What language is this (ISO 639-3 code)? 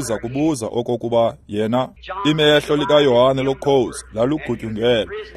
xho